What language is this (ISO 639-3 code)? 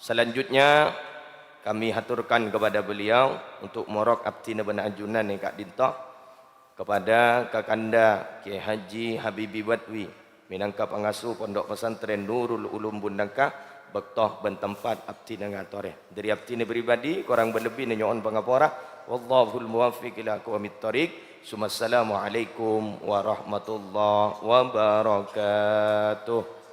mad